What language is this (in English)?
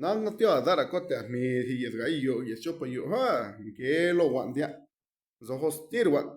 Zapotec